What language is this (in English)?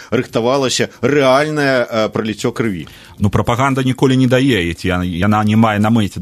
Belarusian